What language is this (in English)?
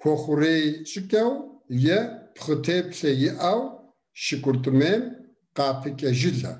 Kabardian